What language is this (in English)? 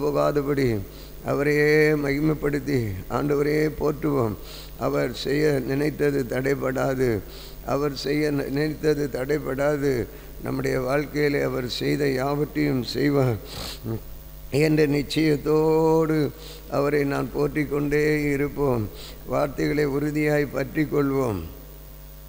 Tamil